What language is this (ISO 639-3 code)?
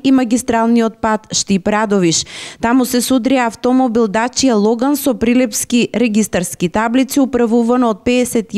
mkd